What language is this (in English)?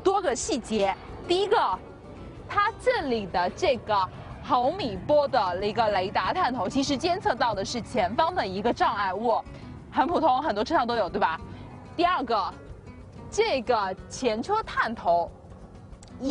Chinese